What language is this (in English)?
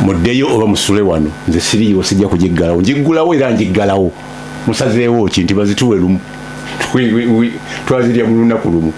Ganda